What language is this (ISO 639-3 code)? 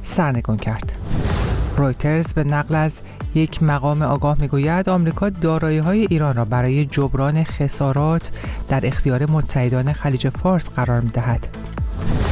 fas